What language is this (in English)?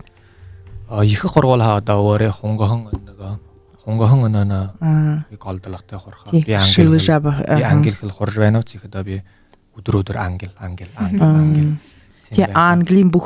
Buriat